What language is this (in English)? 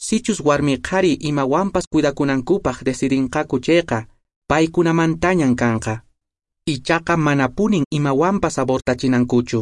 Quechua